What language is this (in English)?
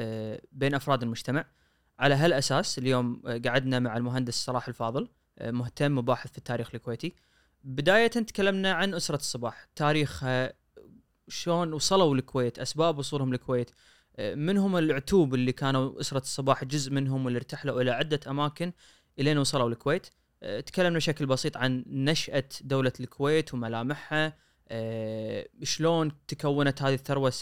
Gulf Arabic